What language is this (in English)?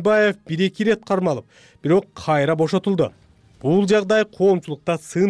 Kyrgyz